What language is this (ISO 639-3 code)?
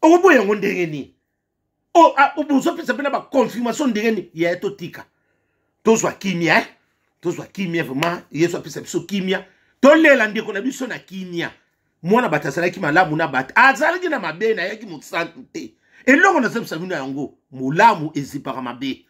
lin